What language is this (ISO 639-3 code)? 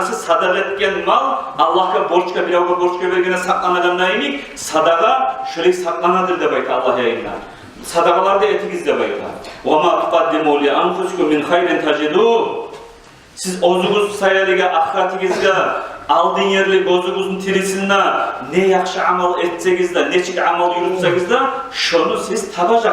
kum